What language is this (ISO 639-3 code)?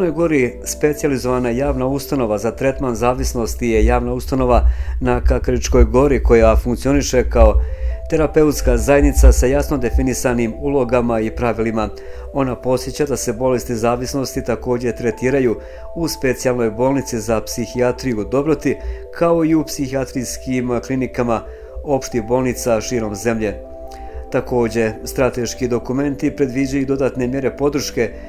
bos